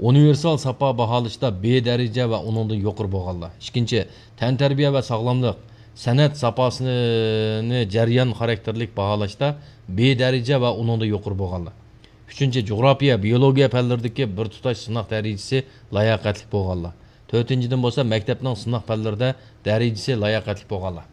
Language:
Uyghur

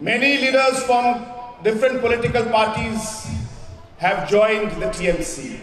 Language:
Garo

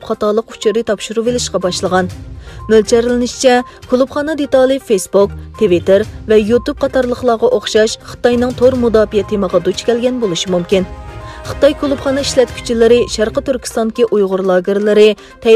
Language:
Uyghur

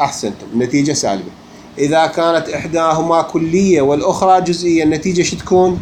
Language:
Mesopotamian Arabic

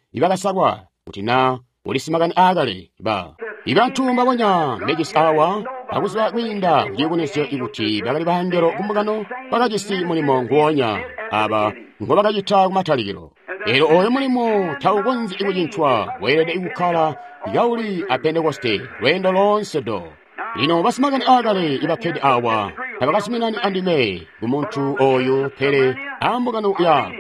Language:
Tonga (Zambia)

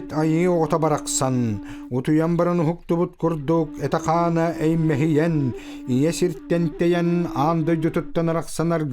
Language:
Yakut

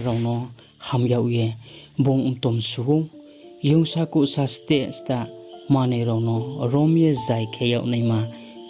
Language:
Riang (India)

